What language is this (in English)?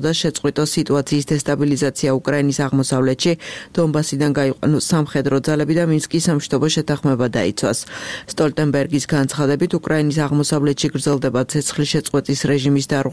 Georgian